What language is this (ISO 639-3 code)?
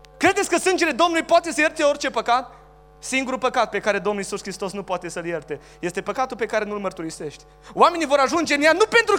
ron